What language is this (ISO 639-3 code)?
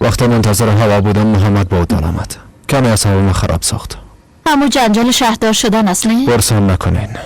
fas